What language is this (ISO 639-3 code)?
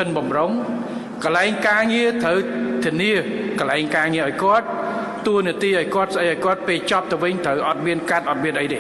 khm